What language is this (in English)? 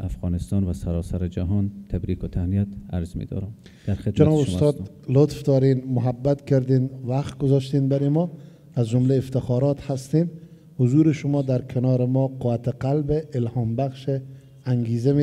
Persian